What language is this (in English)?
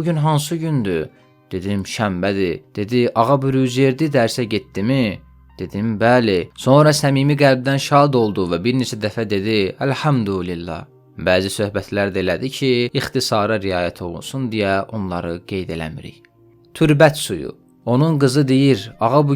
Azerbaijani